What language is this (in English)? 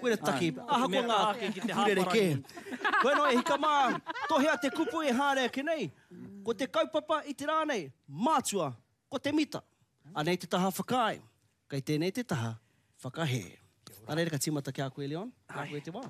Māori